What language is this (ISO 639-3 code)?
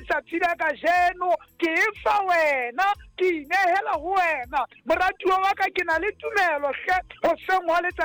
sot